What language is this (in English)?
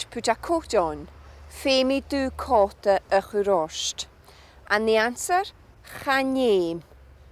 Scottish Gaelic